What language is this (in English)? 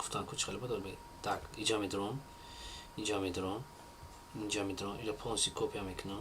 Tajik